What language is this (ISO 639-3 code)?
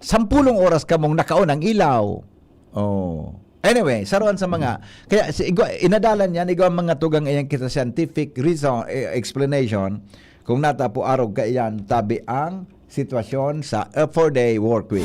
bik